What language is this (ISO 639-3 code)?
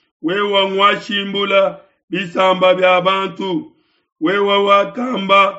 lua